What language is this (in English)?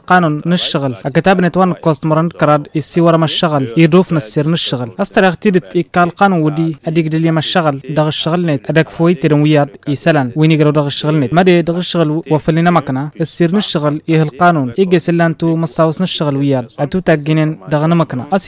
Tamasheq